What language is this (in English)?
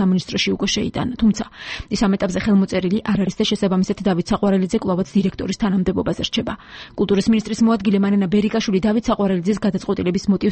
Georgian